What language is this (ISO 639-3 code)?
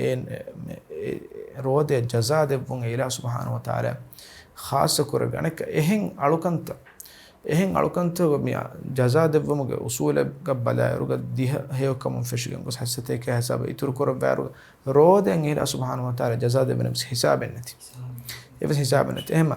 div